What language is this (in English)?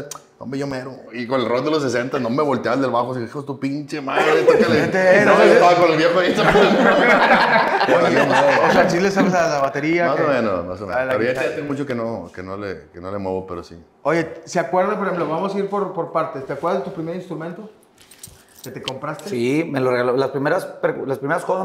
Spanish